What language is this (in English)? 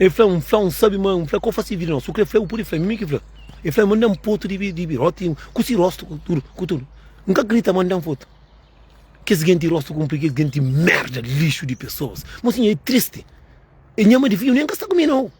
Kabuverdianu